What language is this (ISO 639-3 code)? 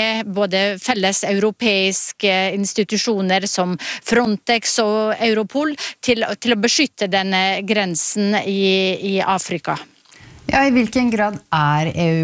nor